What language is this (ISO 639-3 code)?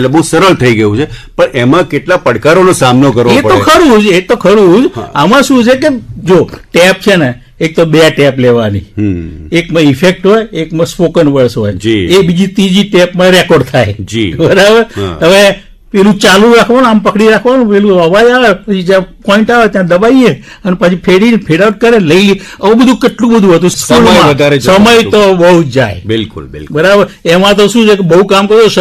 guj